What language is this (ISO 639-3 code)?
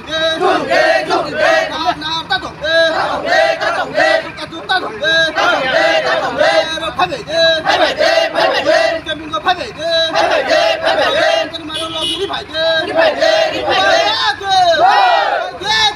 trp